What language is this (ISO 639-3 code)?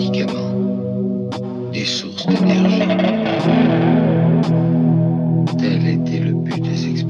fra